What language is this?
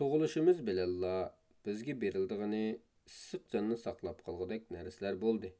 Uyghur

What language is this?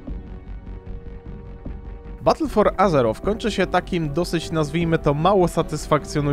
Polish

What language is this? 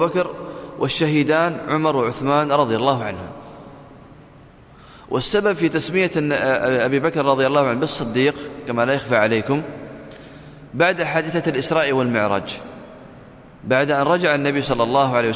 Arabic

